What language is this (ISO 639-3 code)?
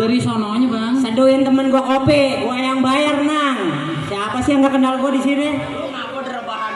bew